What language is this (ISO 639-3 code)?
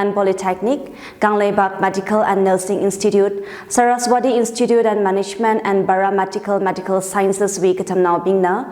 nmf